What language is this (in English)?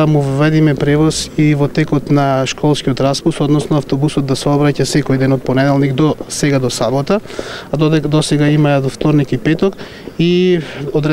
Macedonian